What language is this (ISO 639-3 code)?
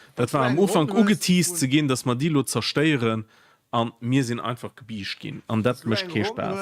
ltz